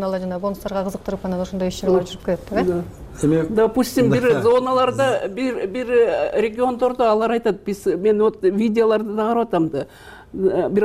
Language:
Kyrgyz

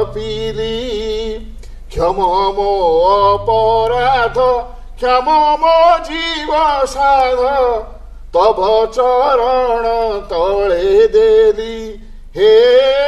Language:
Odia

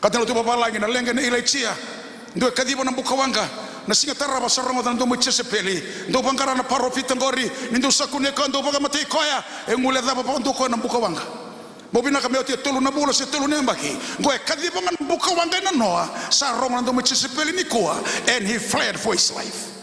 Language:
Fijian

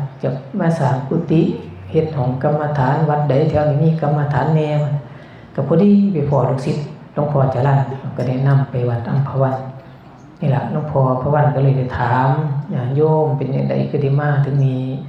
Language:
Northeastern Thai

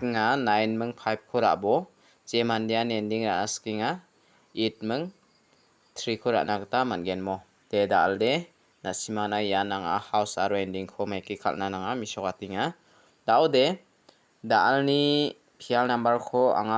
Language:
Garo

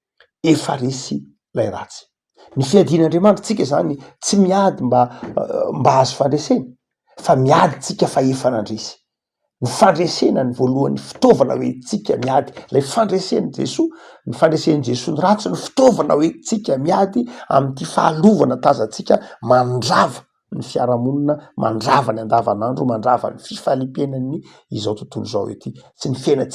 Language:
Malagasy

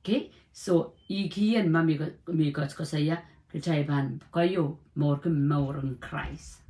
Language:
Pohnpeian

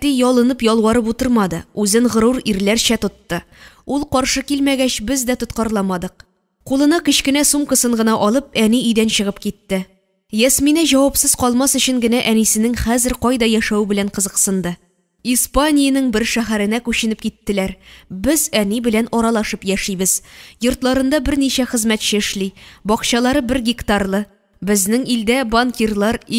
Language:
Tatar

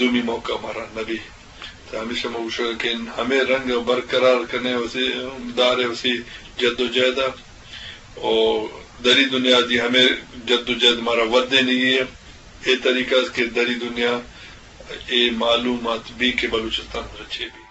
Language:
Eastern Balochi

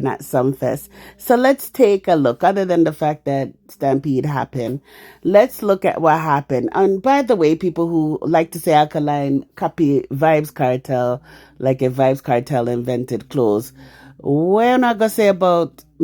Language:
Jamaican Creole English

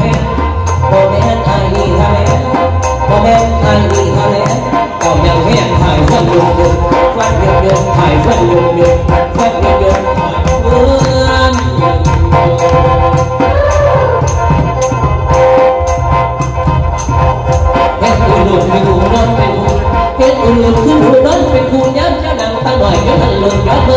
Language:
Thai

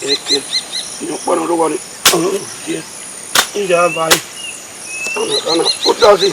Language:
Bini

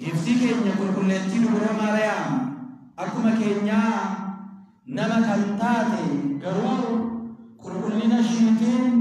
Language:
Oromo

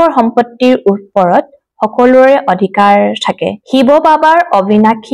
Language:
Assamese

